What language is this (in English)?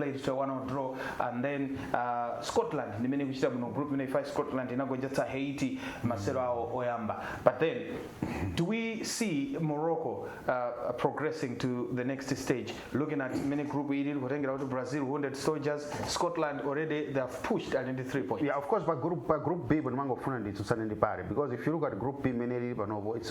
Nyanja